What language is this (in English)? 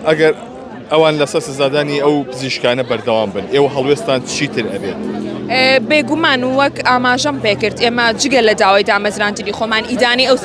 Central Kurdish